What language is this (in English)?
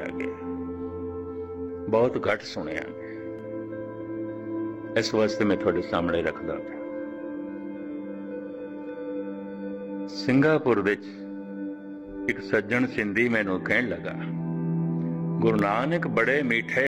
Punjabi